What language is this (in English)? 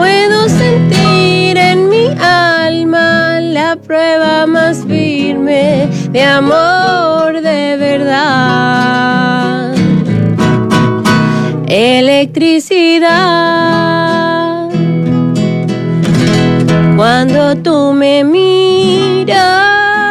Spanish